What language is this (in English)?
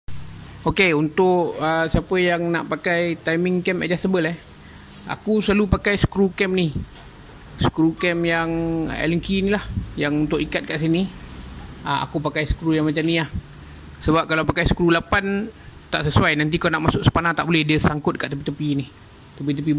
Malay